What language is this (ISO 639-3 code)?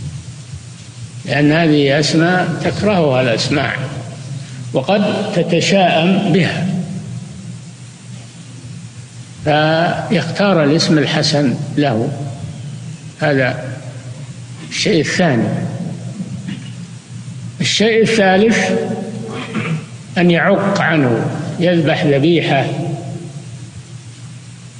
ara